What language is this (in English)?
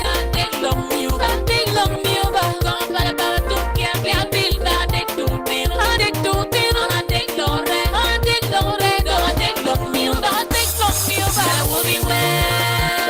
Acoli